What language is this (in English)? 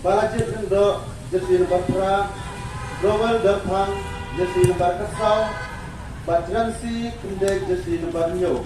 Khasi